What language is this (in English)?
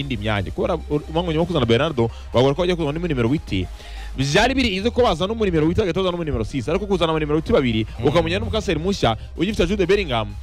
Kinyarwanda